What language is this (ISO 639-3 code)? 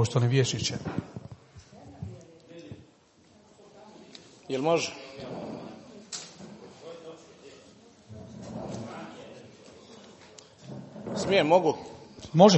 hrv